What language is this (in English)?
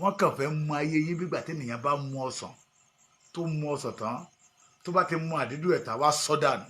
Yoruba